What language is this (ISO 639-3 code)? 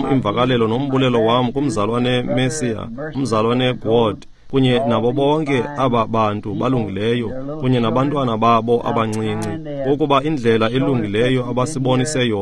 xho